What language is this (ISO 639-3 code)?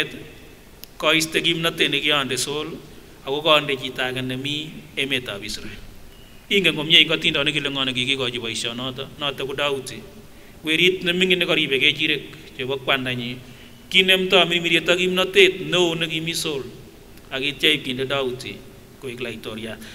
sgc